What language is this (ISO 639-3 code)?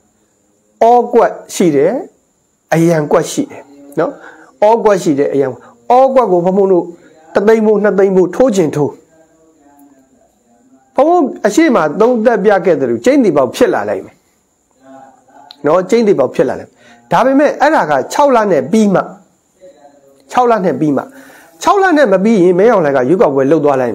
mya